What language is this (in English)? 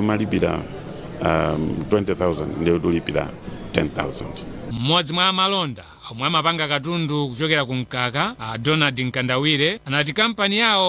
Nyanja